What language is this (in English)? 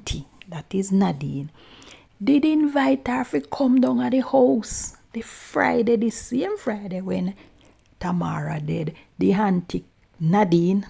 Jamaican Creole English